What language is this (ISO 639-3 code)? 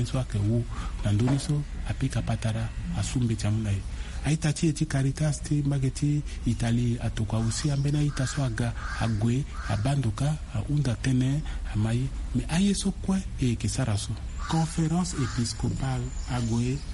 sag